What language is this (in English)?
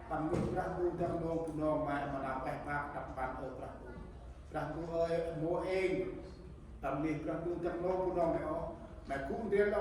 Central Mnong